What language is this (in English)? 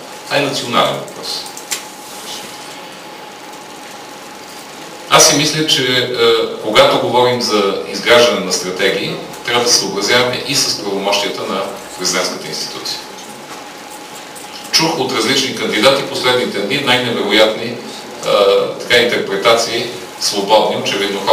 Bulgarian